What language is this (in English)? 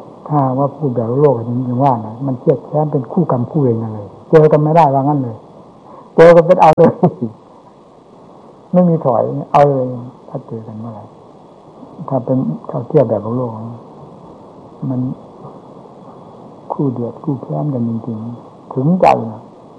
Thai